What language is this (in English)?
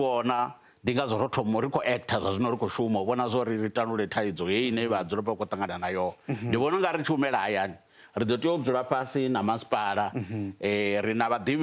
Venda